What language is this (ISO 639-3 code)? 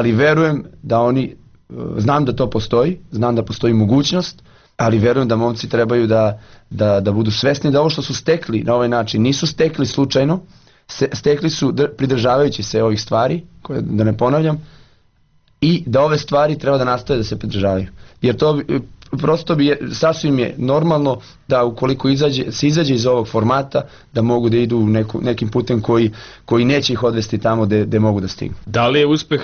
srp